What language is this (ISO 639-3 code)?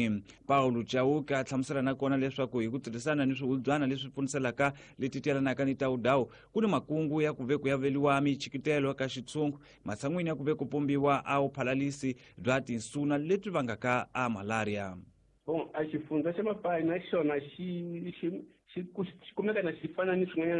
tso